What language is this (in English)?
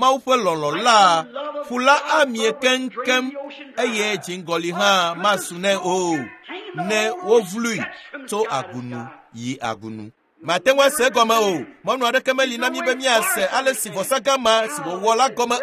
Ewe